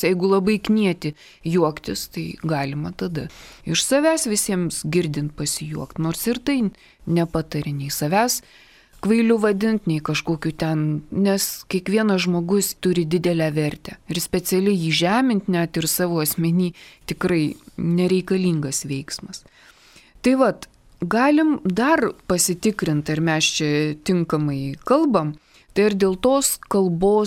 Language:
Lithuanian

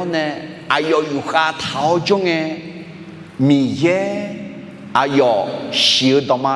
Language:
Akha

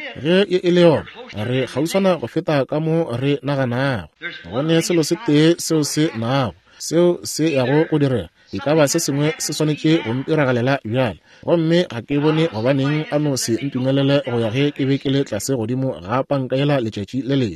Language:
Northern Sotho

